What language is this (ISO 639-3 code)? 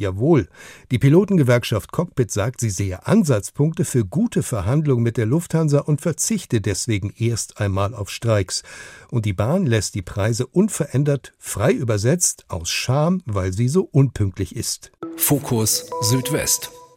deu